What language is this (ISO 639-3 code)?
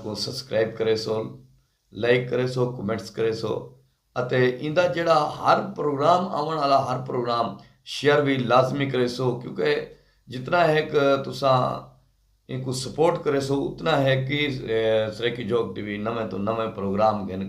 skr